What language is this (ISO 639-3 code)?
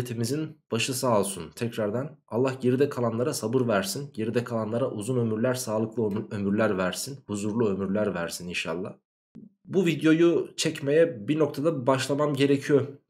tur